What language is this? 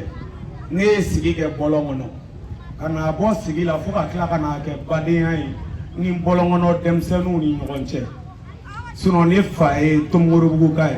Bambara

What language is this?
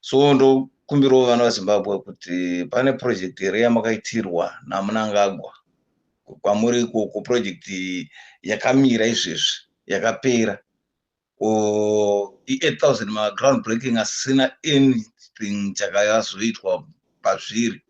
Shona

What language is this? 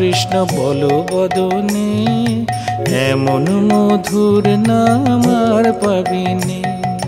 Bangla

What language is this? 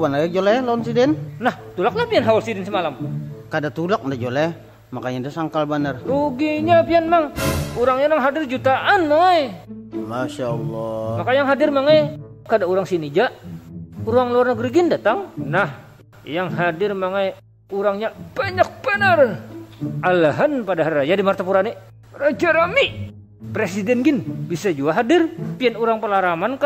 Banjar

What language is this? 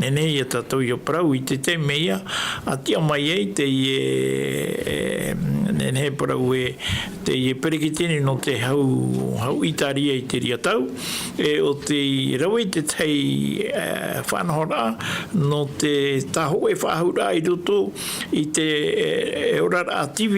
Tahitian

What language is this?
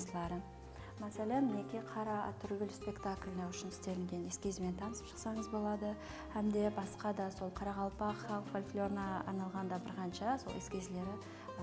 Kara-Kalpak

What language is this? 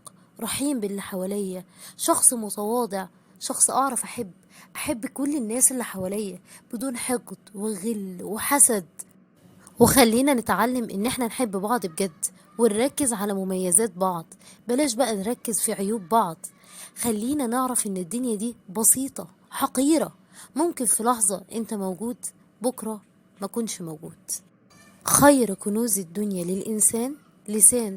Egyptian Arabic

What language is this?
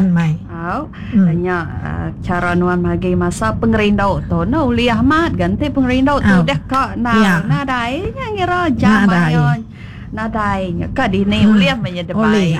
Iban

